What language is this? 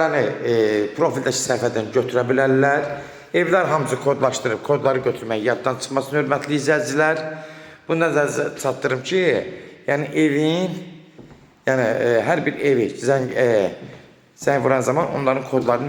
Azerbaijani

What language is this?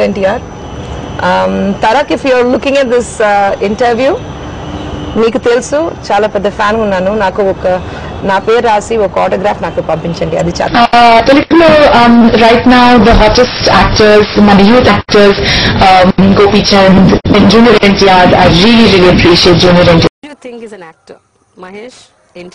Telugu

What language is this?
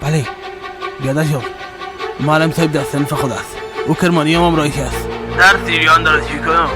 Persian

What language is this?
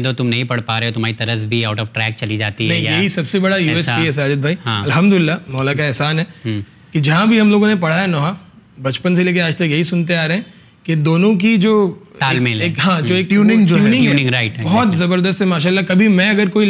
Urdu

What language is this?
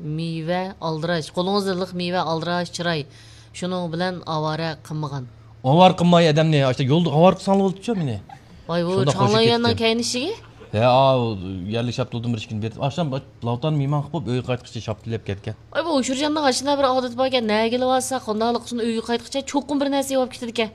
Uyghur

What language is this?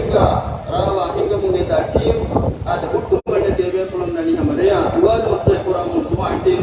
Divehi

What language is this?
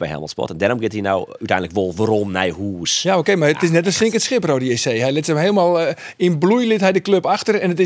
Western Frisian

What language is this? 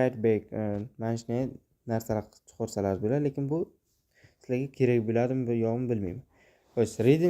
Uzbek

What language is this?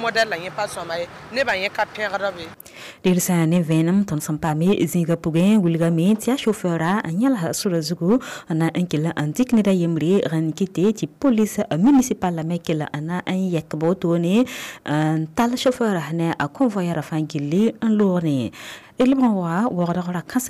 Mossi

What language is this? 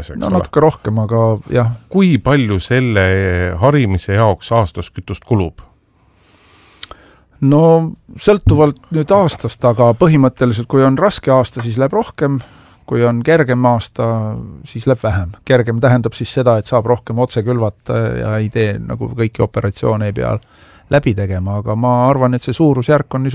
Estonian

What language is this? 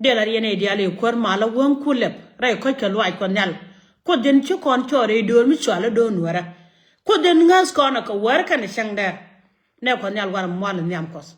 Nuer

